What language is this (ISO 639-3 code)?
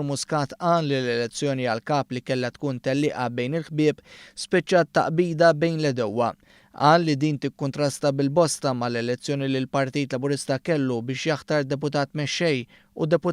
mlt